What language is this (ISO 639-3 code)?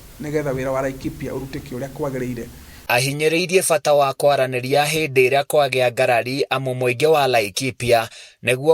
kik